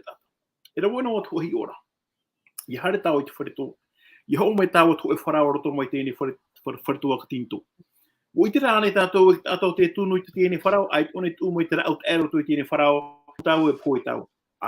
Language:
Tahitian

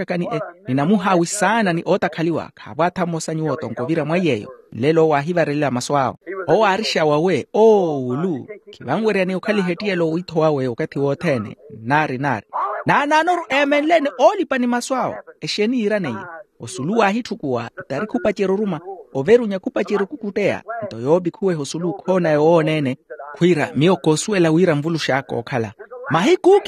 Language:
Makhuwa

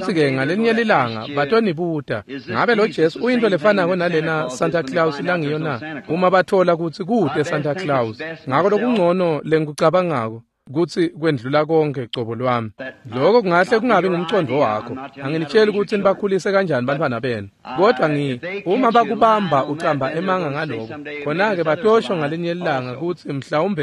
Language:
Swati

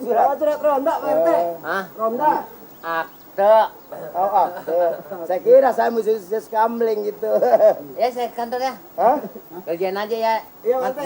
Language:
Betawi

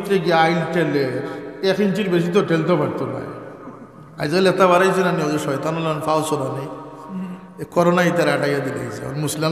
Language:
Sylheti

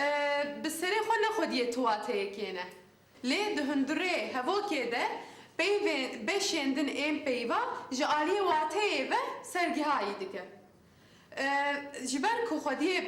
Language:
Kurdish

